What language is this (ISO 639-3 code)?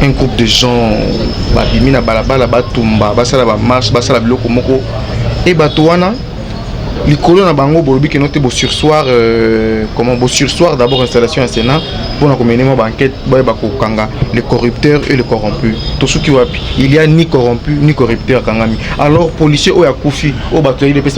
lin